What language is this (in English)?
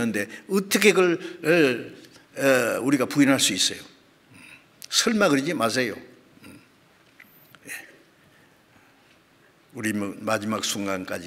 Korean